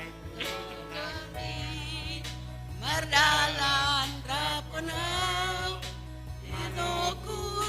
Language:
Batak Simalungun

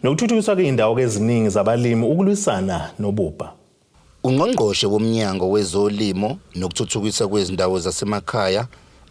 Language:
Zulu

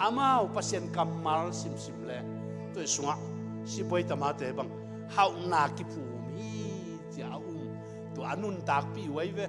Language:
Tedim Chin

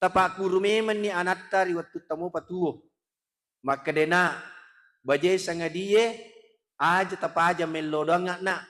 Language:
Buginese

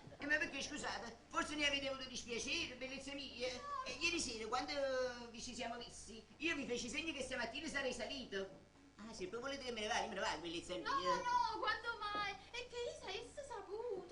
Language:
Neapolitan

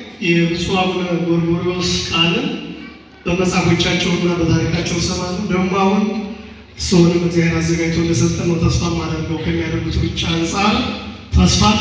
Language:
Amharic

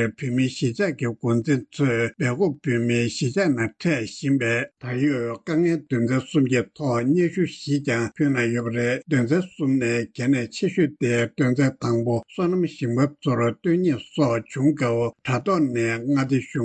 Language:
Tibetan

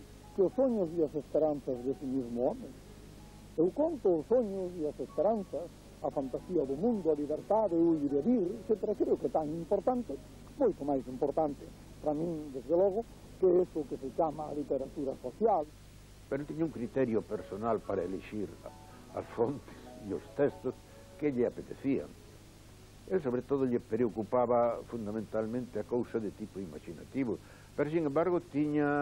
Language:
Galician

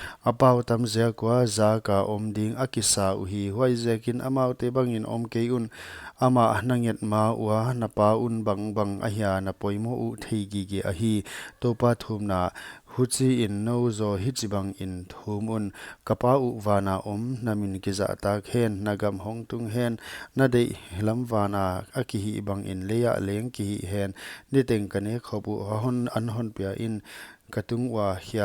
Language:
Paite Chin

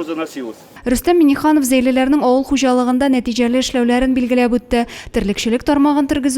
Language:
Tatar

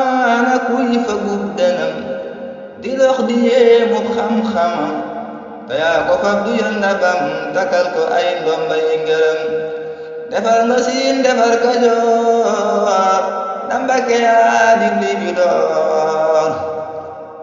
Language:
Wolof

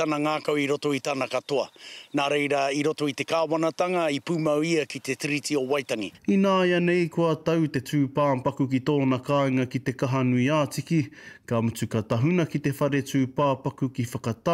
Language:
Māori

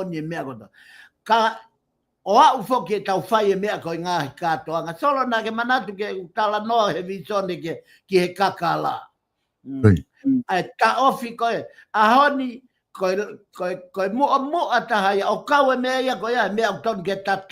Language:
Tongan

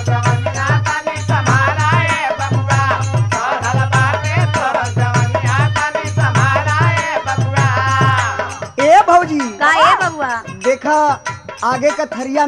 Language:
Bhojpuri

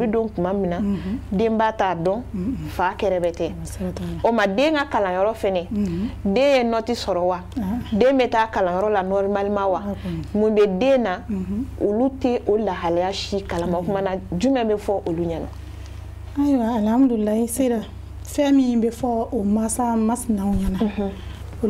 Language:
Bambara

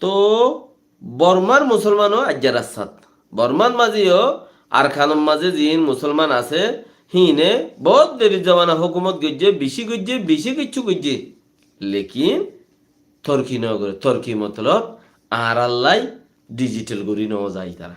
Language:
Rohingya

